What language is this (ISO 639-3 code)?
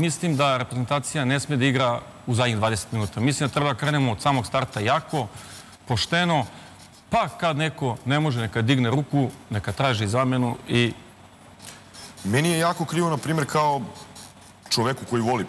srp